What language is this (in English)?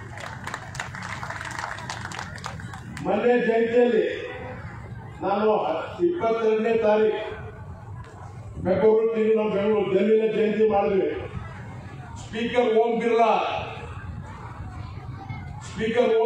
Kannada